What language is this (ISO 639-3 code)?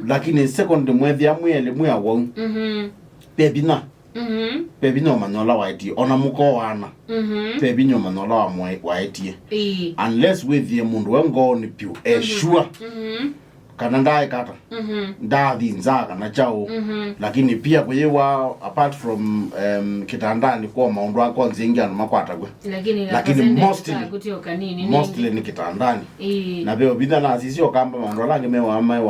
kam